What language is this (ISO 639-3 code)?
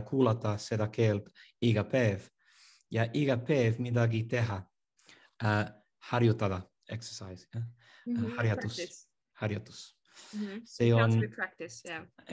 est